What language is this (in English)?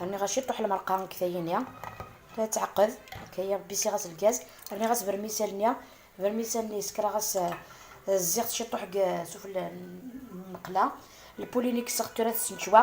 Algerian Arabic